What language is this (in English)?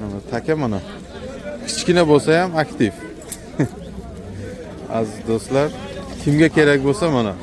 Uzbek